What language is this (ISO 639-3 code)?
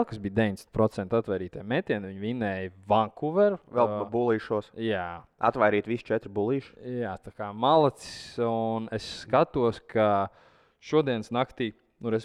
lav